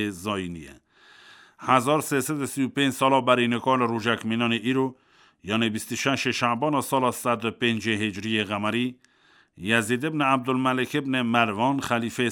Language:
Kurdish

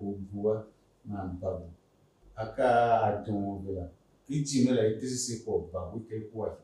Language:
Tiv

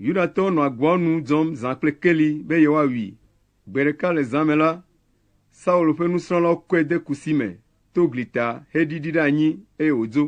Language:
Ewe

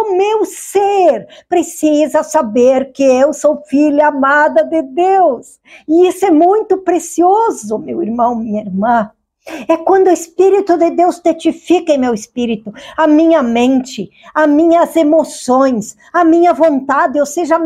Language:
Portuguese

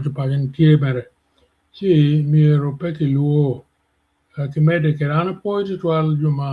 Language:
Acoli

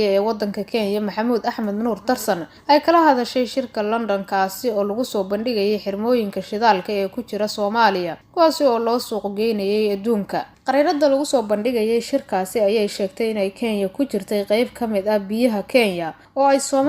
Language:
Somali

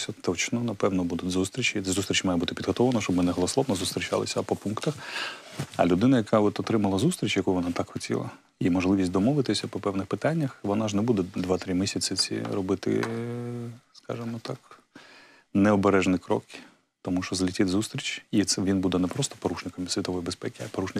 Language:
Ukrainian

